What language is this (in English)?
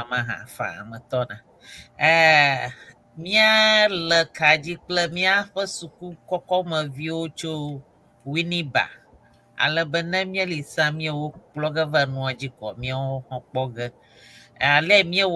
Ewe